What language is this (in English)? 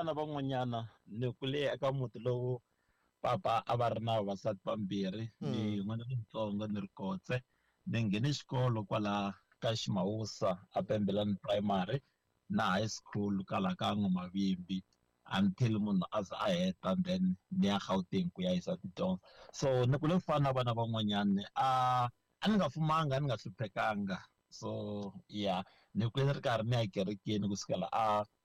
Tsonga